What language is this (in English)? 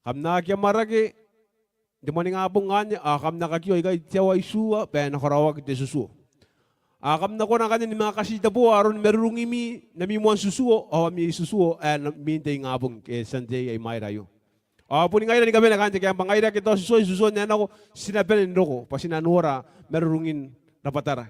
Gilbertese